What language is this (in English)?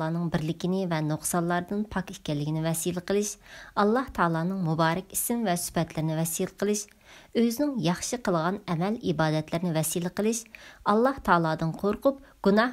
Uyghur